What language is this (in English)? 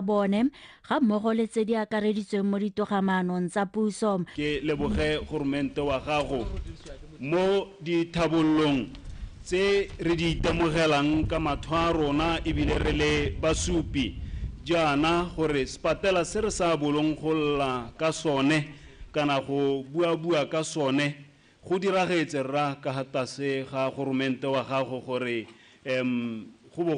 Tswana